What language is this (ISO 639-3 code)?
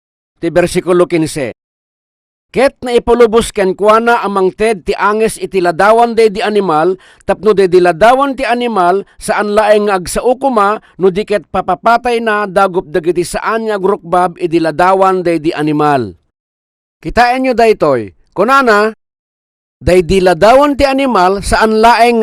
ilo